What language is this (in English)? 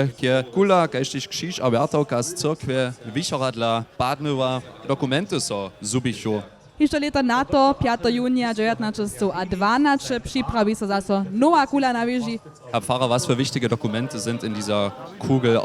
Upper Sorbian